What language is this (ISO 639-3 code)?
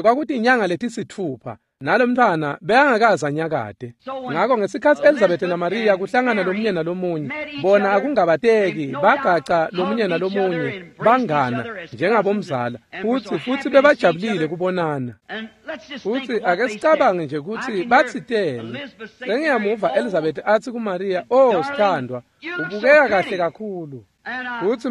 ssw